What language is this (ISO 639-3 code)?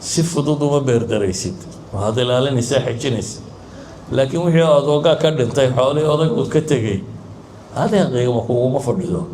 som